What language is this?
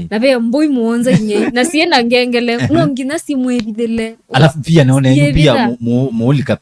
Kamba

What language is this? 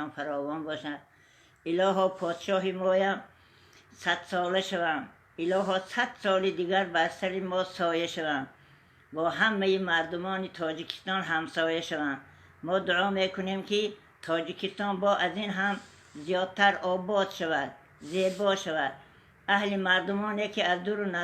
Tajik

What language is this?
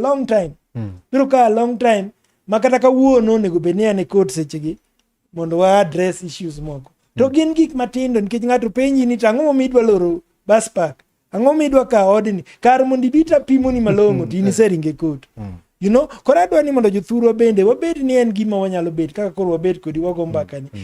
Luo (Kenya and Tanzania)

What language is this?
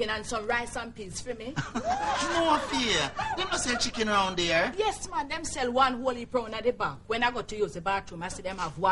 Jamaican Creole English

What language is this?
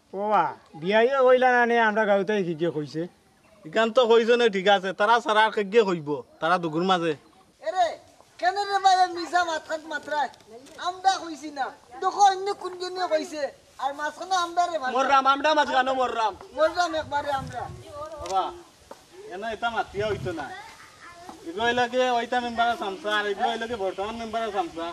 Sylheti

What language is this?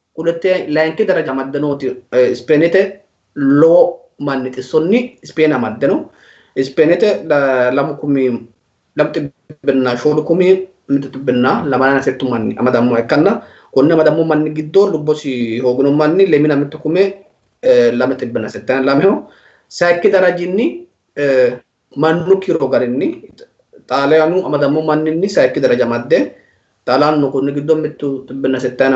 Sidamo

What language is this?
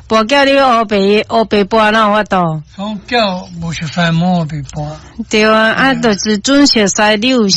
Min Nan Chinese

